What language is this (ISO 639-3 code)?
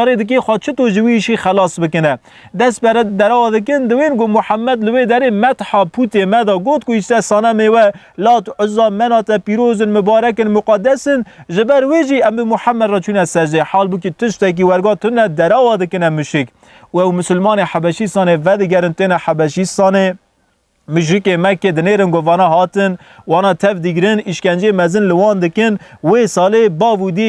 kur